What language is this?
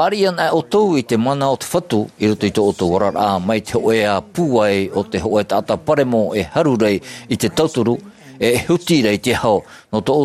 Tahitian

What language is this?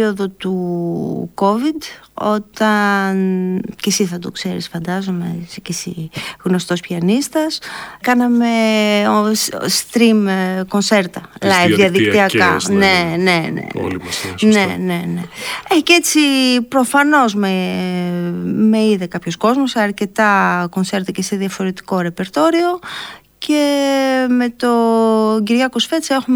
Greek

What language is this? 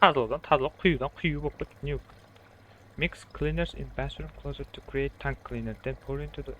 Kara-Kalpak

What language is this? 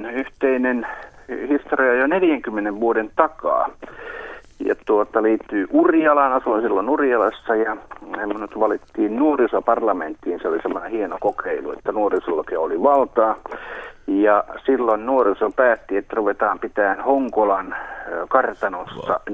Finnish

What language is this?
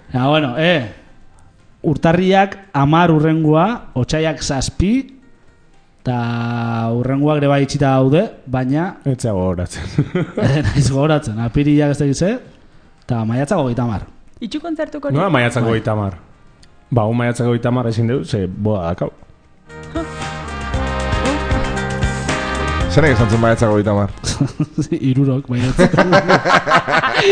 Basque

